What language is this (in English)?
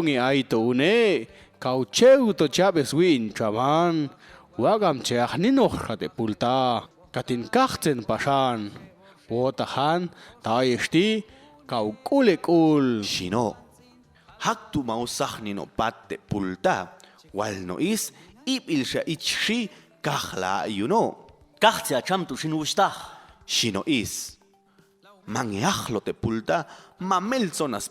Popti'